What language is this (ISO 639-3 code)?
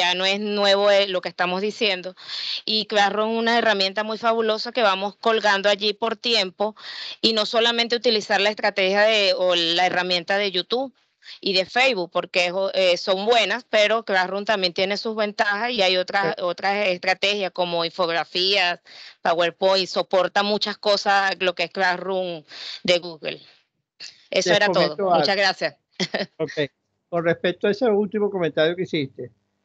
spa